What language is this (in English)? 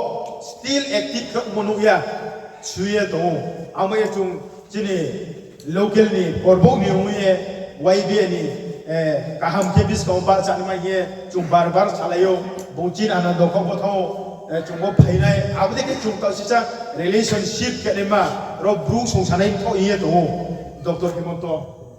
Riang (India)